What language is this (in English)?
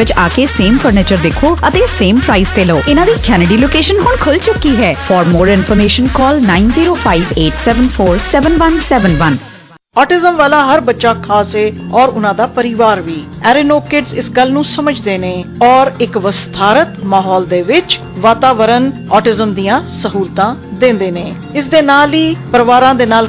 Punjabi